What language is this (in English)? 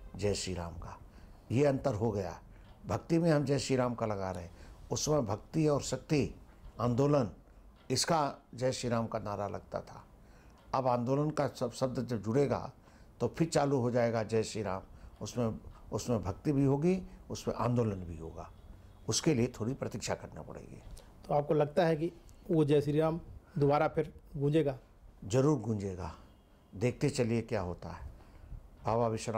Hindi